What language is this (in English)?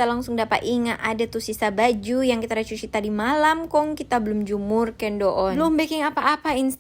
Manado Malay